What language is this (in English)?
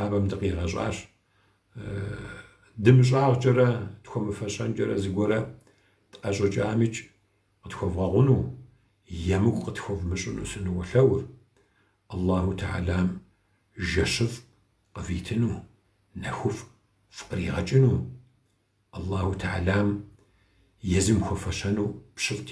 Kabardian